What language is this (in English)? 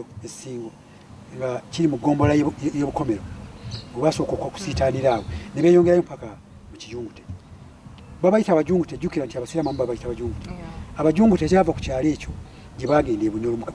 Ganda